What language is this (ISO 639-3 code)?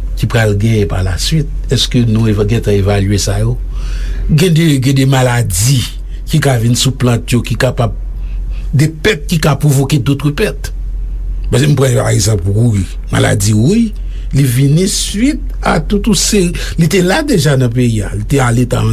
hat